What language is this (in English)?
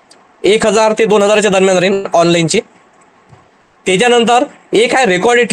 Marathi